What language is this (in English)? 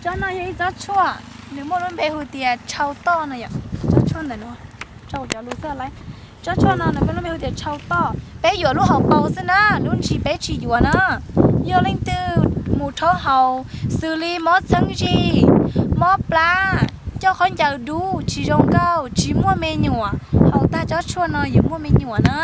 Hmong